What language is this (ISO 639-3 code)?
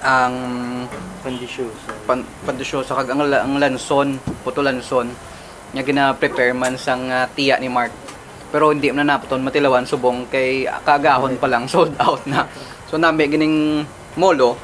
hil